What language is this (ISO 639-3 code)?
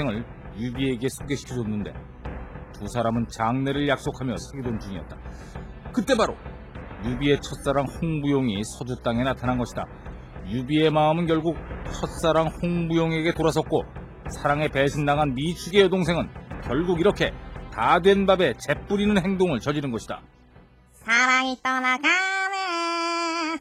kor